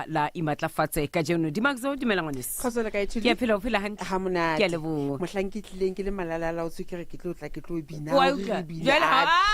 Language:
Southern Sotho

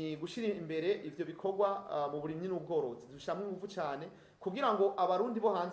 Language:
Rundi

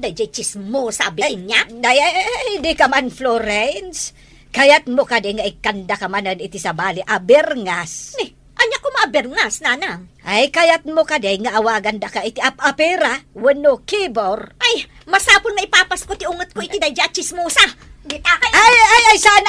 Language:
Iloko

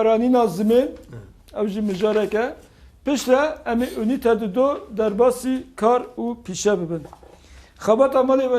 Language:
Kurdish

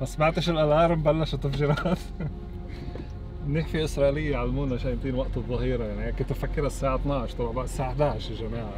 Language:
North Levantine Arabic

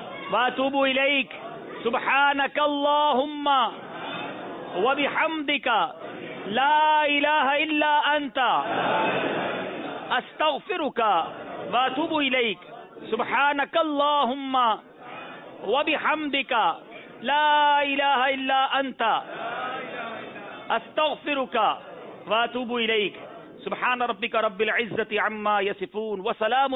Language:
Urdu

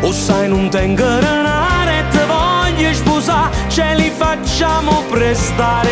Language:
Neapolitan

